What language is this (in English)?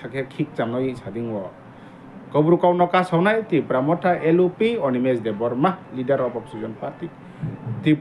Riang (India)